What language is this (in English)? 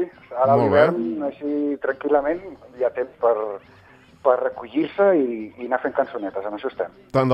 Catalan